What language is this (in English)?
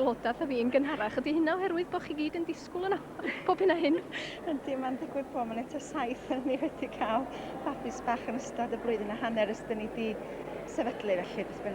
Welsh